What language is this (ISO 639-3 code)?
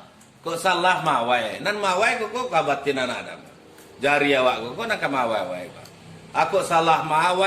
min